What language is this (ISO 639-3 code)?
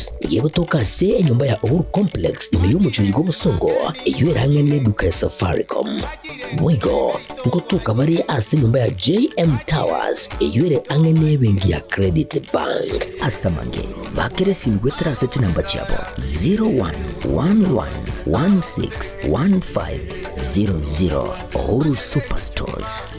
guz